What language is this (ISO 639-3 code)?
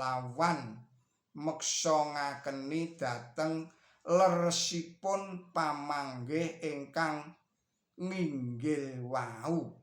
jav